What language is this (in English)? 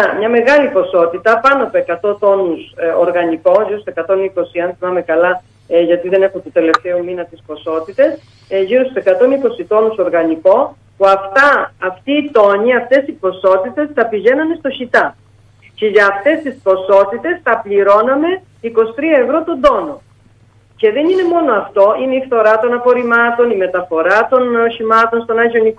Greek